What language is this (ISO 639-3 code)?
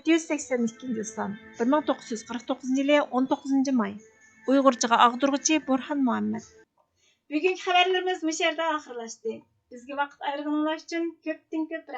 uig